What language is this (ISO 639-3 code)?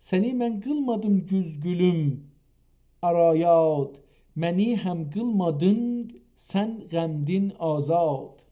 azb